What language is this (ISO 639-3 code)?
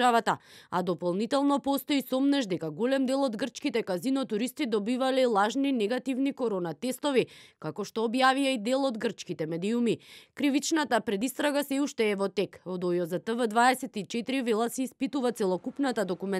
mkd